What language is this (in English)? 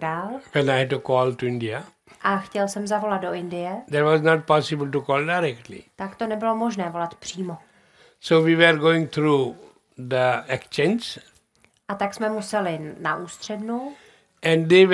Czech